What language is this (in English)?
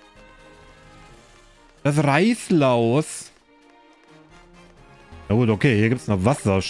German